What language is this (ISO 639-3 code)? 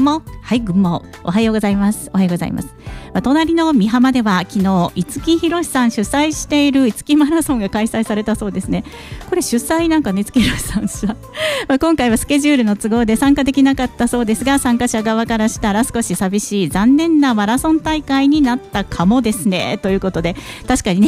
jpn